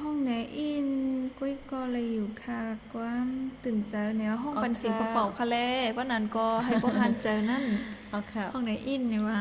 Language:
Shan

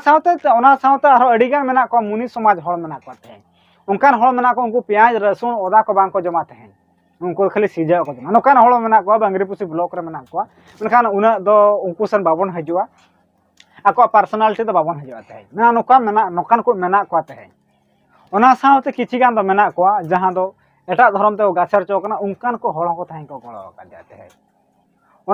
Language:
Santali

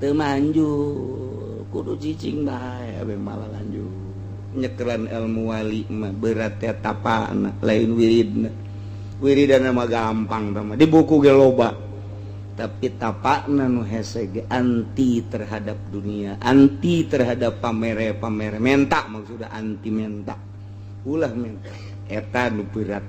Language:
Sundanese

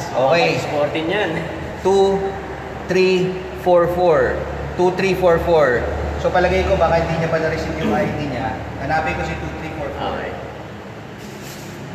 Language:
Filipino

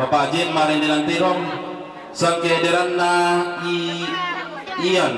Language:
Toraja-Sa'dan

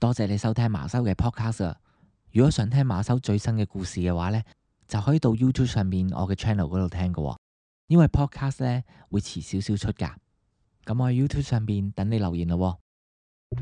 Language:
Cantonese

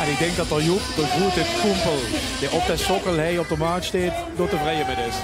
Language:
Limburgish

